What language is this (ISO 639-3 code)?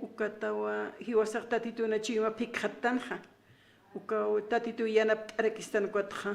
aym